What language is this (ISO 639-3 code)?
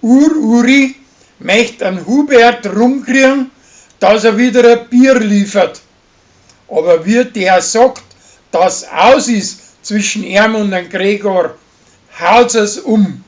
bar